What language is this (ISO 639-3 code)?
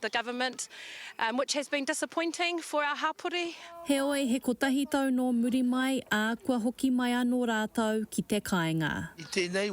mri